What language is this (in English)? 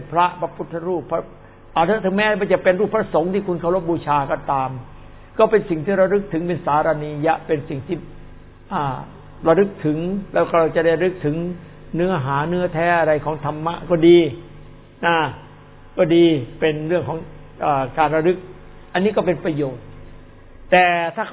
Thai